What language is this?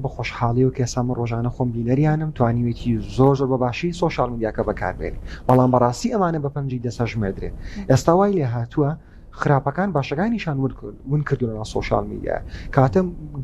Central Kurdish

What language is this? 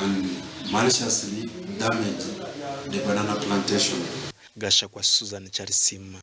Nyankole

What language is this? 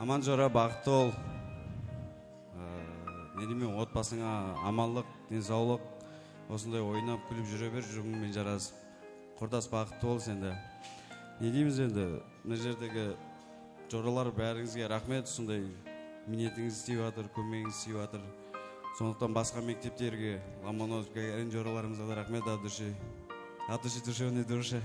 Kara-Kalpak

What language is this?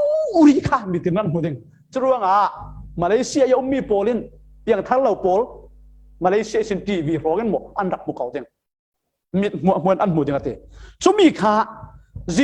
Falam Chin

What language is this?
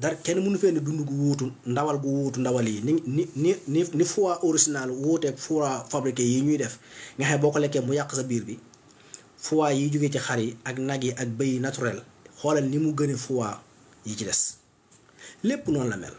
Wolof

